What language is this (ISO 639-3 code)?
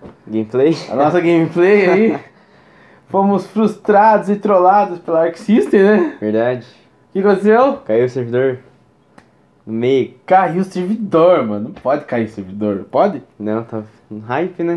por